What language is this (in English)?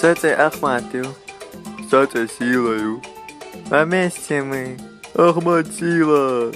Chechen